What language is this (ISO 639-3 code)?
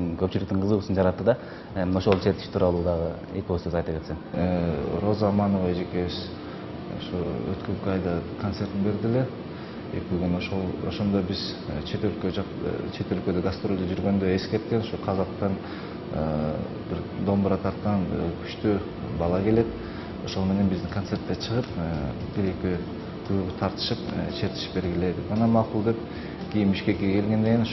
kir